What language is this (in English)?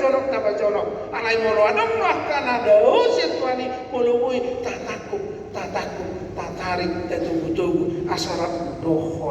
Batak Toba